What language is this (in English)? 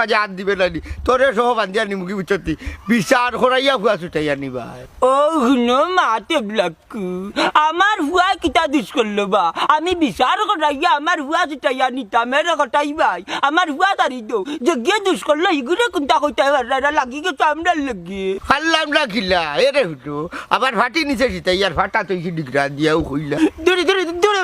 Sylheti